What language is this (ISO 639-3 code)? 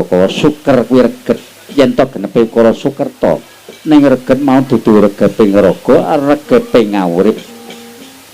jav